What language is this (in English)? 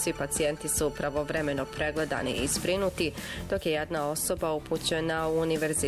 Bosnian